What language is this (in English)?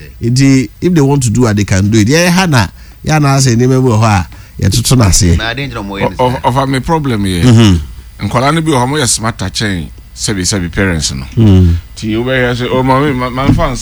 Akan